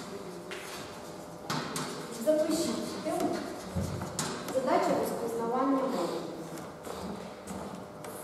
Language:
Ukrainian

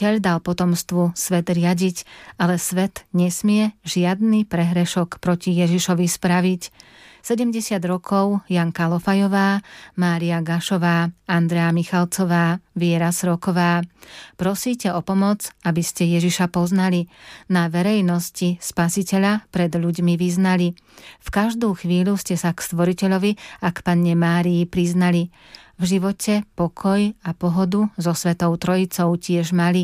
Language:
Slovak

